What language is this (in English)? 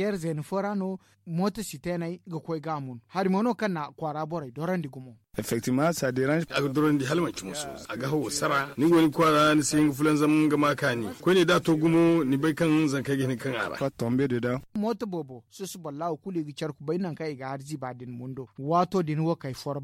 Zarma